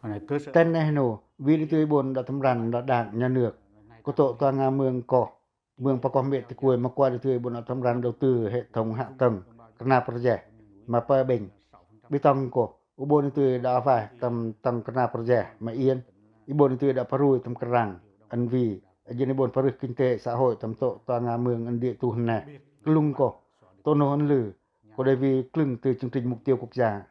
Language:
Pacoh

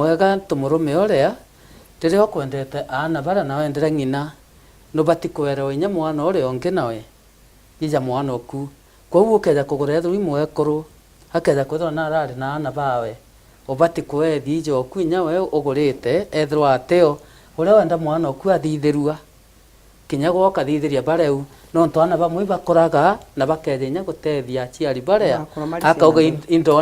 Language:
Meru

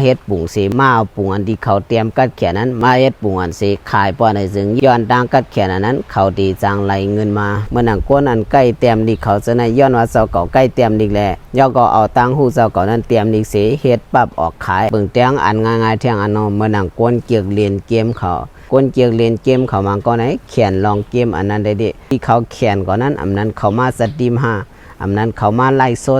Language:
Shan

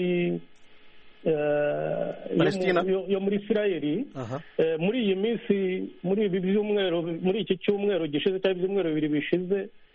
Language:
Kinyarwanda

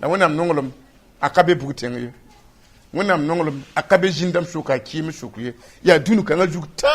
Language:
Mossi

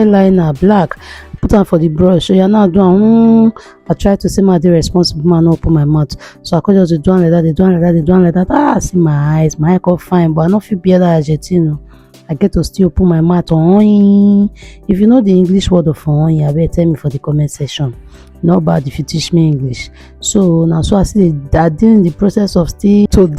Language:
Nigerian Pidgin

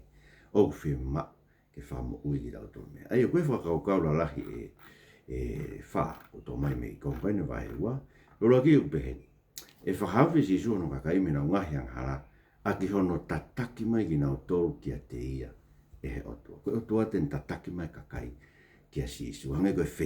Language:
Tongan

